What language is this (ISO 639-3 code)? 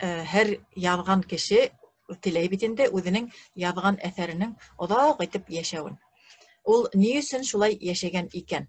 bak